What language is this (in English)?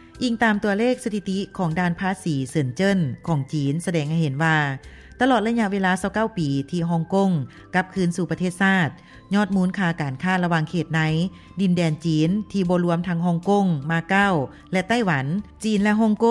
Lao